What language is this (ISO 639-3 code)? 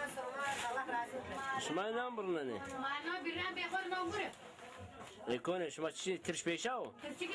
zza